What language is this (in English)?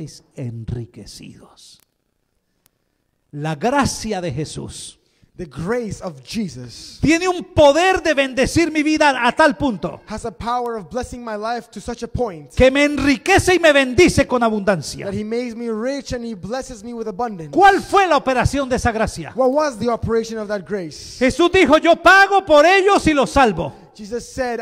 Spanish